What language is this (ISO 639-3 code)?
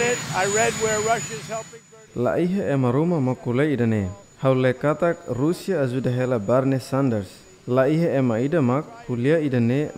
tet